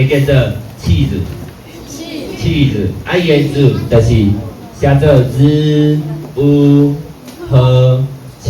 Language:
Min Nan Chinese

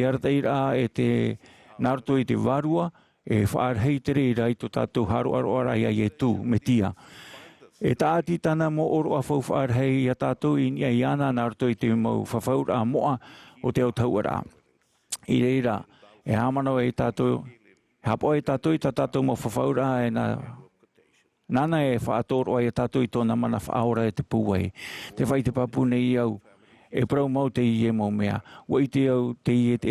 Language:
Tahitian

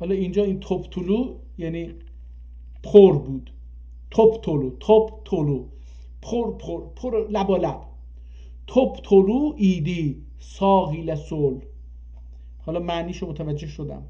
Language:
South Azerbaijani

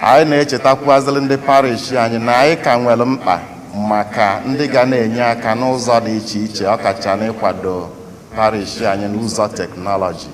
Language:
Igbo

